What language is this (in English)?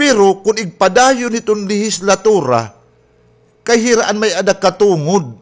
Waray